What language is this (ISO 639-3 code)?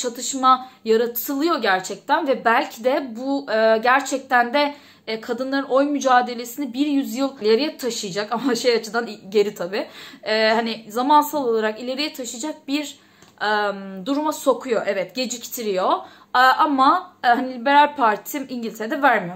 tur